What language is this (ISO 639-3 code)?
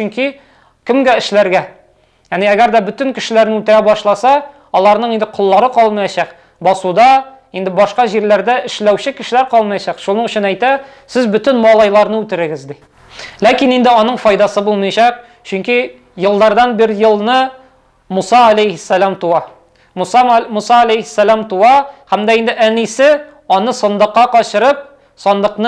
tat